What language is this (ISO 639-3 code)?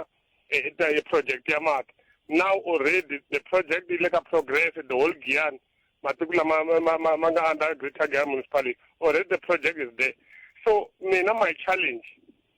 tso